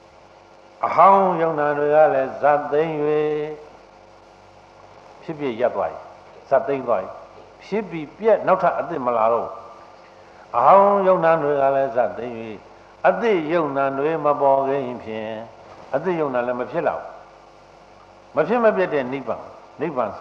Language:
Burmese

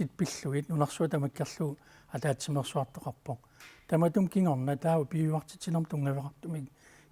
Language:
Kalaallisut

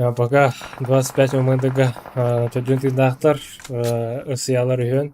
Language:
Yakut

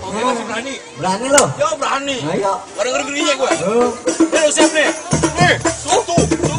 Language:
Betawi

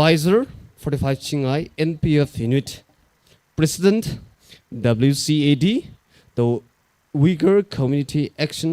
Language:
Tangkhul Naga (India)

